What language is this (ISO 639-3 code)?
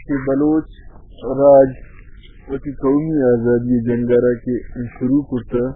bal